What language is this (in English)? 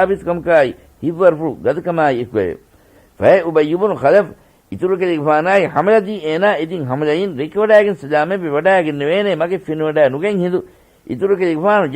Divehi